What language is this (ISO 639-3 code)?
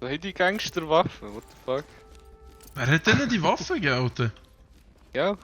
gsw